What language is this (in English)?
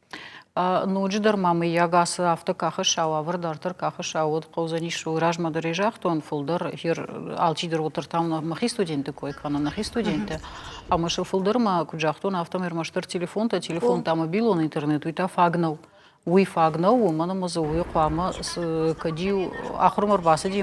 Ossetic